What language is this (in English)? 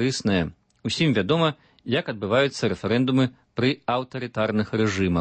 Belarusian